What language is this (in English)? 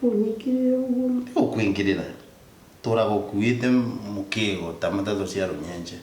Kikuyu